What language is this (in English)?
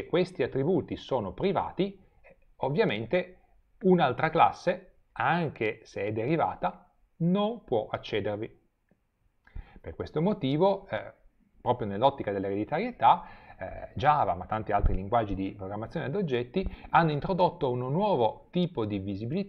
Italian